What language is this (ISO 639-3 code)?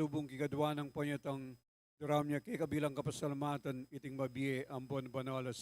pam